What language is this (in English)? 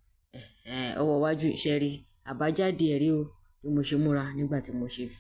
Yoruba